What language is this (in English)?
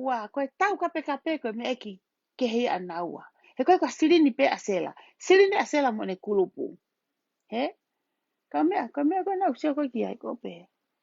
Tongan